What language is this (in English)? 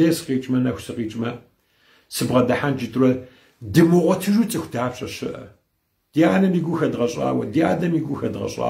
Kabardian